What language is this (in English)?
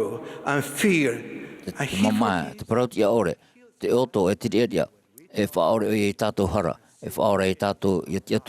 Tahitian